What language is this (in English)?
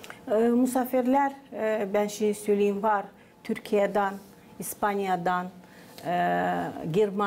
Gagauz